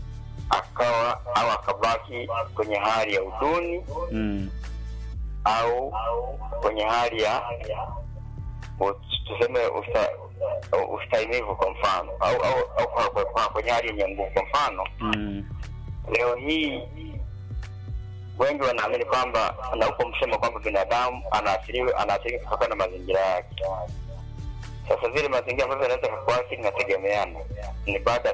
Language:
Swahili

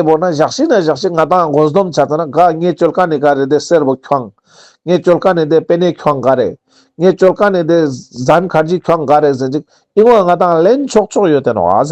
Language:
Ladakhi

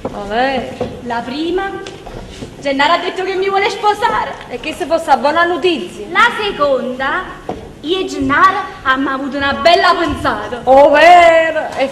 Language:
Neapolitan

